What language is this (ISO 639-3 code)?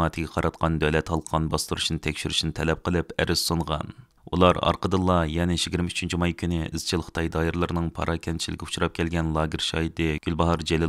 uig